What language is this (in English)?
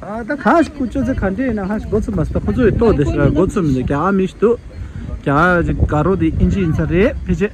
Tibetan